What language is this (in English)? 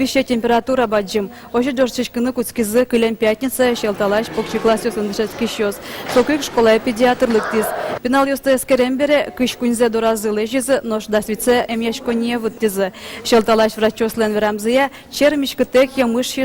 Udmurt